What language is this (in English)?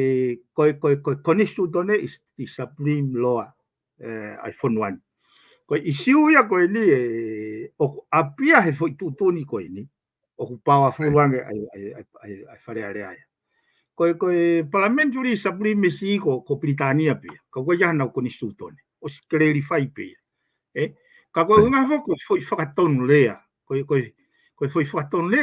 Tongan